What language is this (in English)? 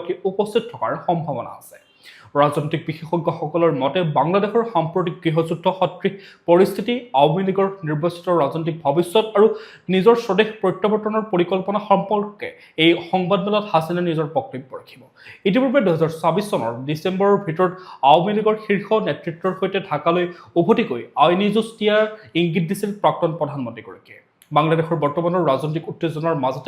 Assamese